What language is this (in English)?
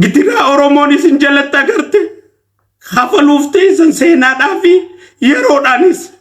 Oromo